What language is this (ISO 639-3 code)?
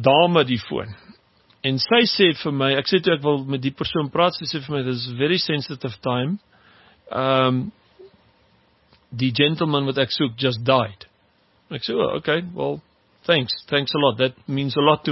afr